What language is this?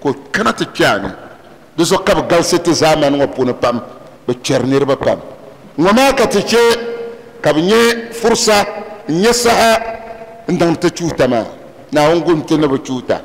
Dagbani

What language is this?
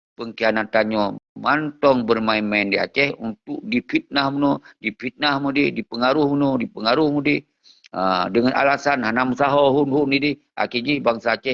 Achinese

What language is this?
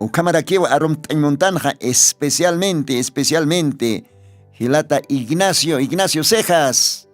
Aymara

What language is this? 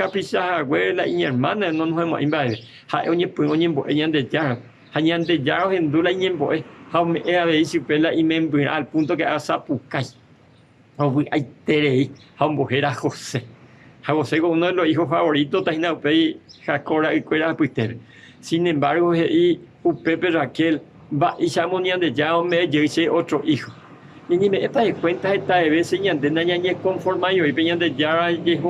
Guarani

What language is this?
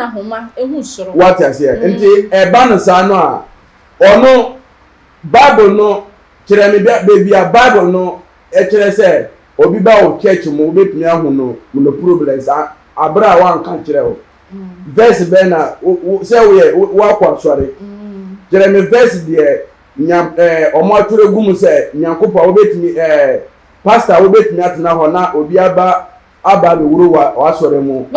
Akan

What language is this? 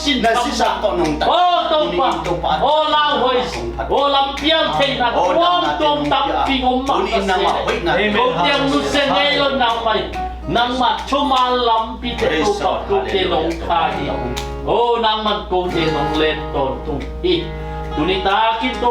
Tedim Chin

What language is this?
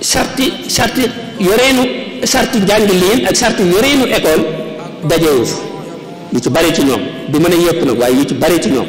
Wolof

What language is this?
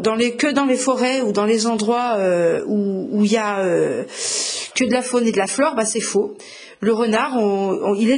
French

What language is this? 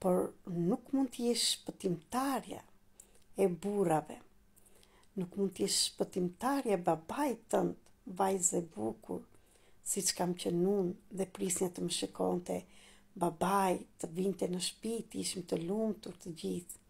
Albanian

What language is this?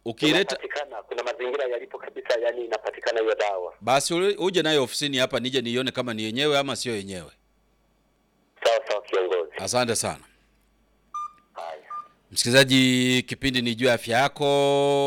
Swahili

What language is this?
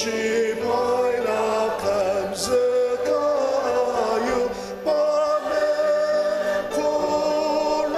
Ao Naga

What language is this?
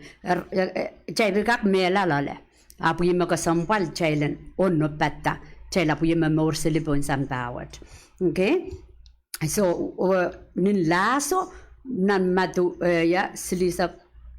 Pohnpeian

